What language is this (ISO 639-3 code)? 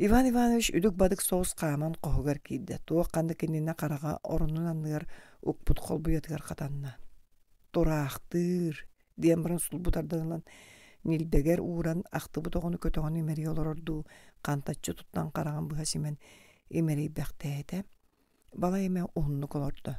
sah